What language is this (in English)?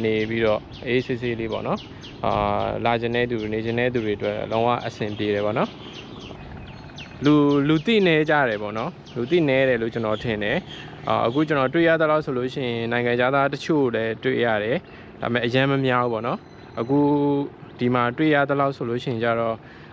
Burmese